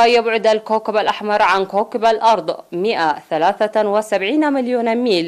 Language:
Arabic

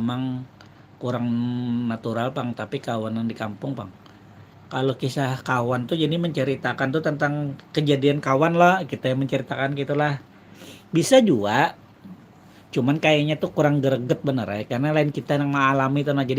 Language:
Banjar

